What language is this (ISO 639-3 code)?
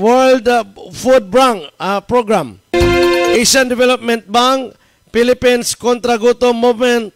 hil